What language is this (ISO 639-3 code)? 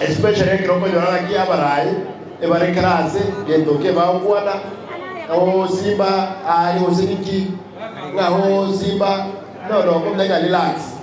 guz